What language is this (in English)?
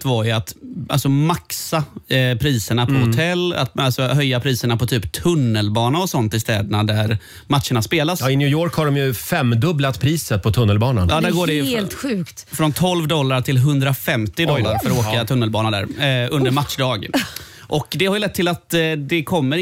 Swedish